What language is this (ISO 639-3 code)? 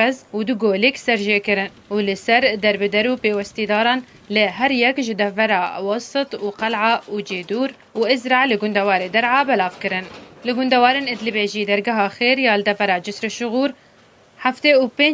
kur